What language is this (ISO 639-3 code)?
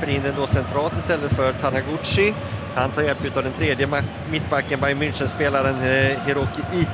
swe